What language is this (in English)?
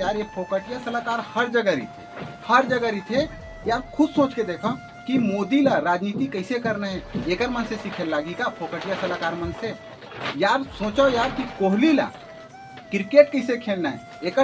Chhattisgarhi